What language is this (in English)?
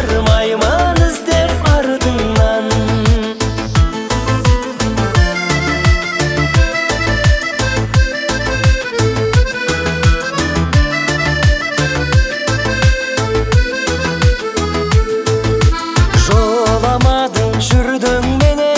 Kazakh